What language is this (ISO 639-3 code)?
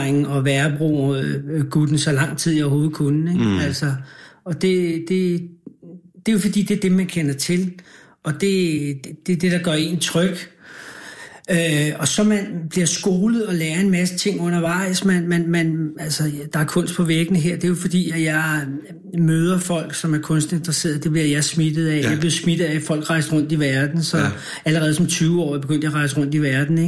dan